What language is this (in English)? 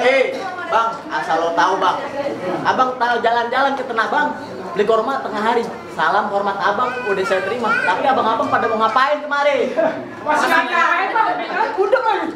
Betawi